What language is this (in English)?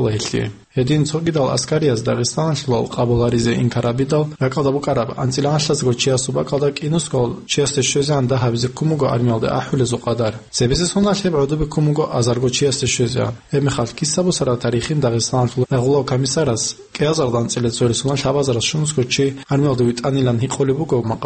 Avaric